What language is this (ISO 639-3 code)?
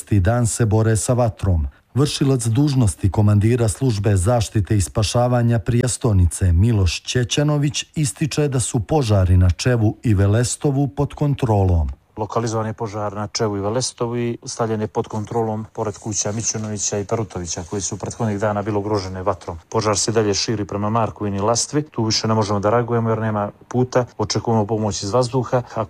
srp